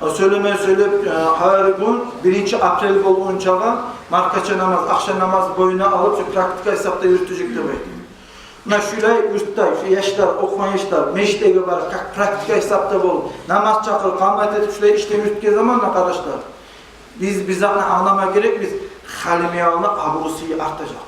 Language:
Kumyk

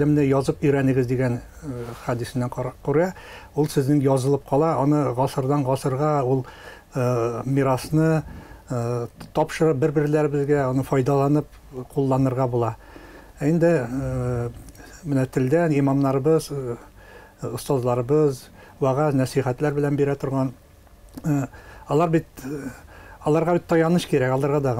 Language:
Tatar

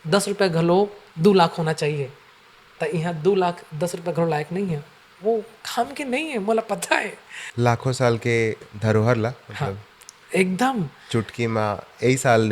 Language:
Chhattisgarhi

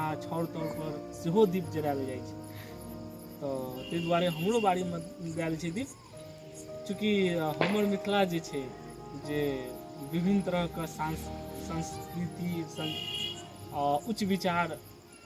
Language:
Maithili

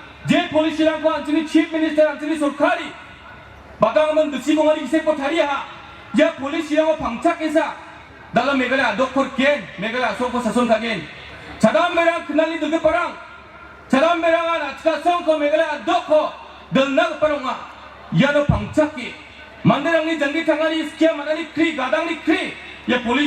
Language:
Garo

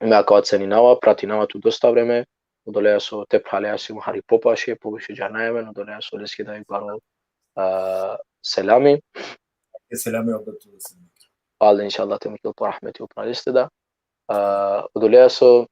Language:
Balkan Romani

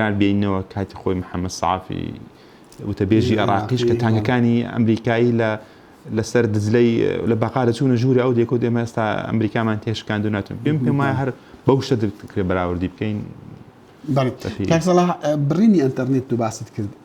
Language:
Central Kurdish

